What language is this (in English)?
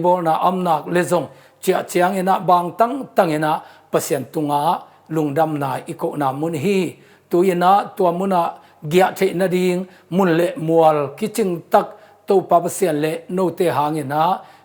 Tedim Chin